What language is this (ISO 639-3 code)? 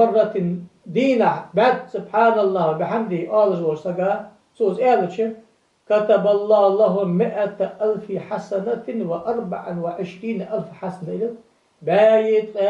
inh